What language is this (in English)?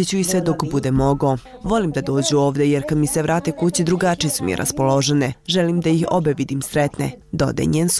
Serbian